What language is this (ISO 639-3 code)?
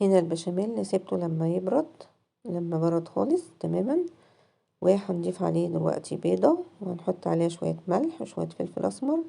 arz